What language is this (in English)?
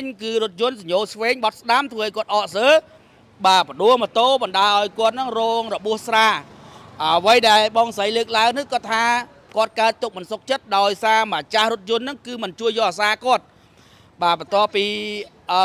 Khmer